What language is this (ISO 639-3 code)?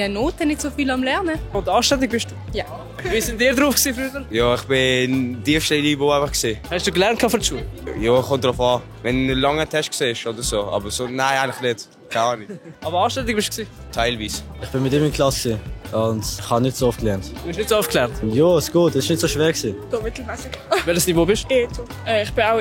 gsw